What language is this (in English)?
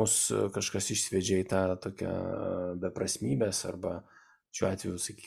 Lithuanian